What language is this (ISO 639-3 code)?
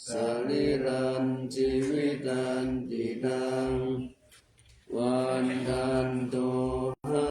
pli